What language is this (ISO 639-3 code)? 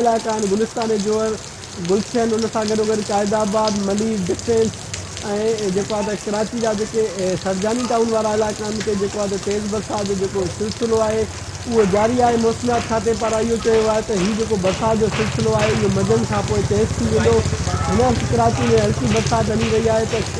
snd